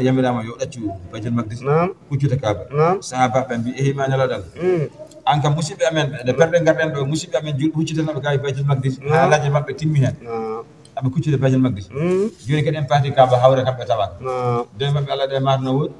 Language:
Fula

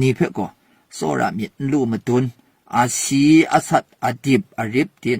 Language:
Kachin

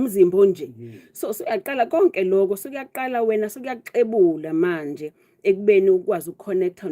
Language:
Zulu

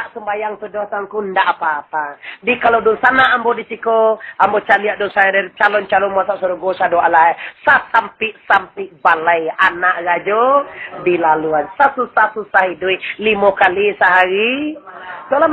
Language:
Minangkabau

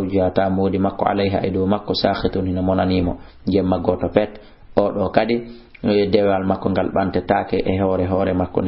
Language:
Fula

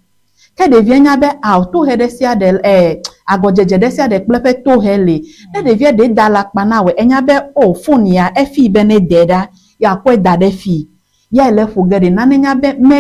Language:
Ewe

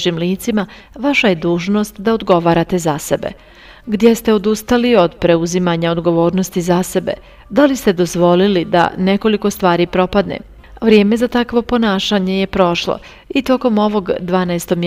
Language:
Bosnian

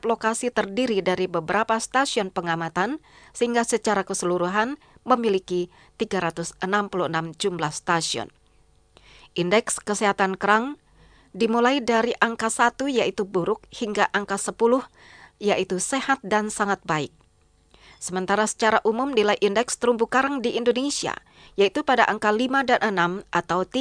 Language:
Indonesian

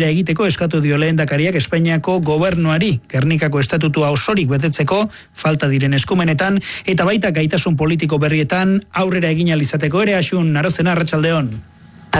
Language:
Basque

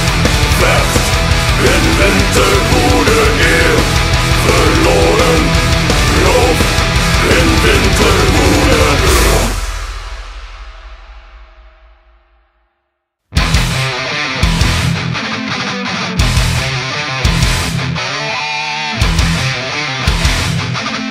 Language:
Dutch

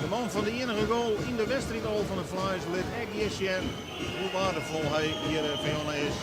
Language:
Western Frisian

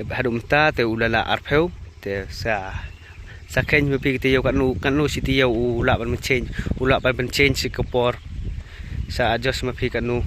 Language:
Khasi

